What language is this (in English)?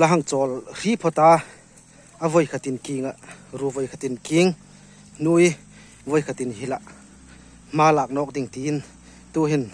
Hmar